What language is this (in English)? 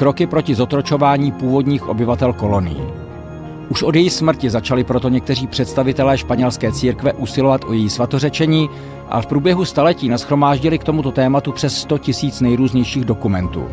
Czech